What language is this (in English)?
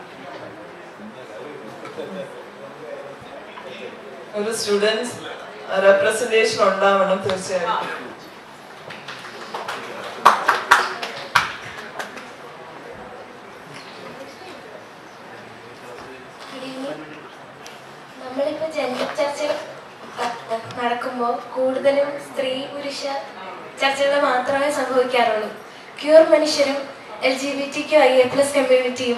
Malayalam